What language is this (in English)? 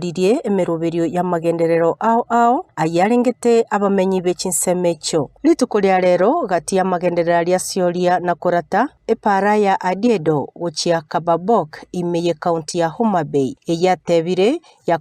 Gusii